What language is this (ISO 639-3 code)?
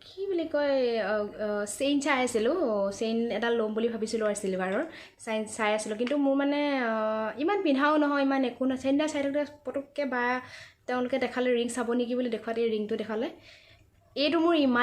asm